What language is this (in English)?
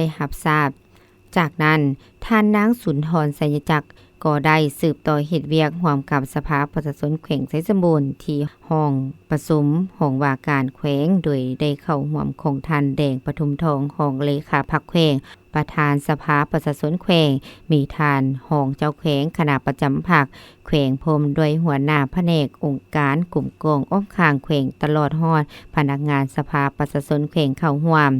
Lao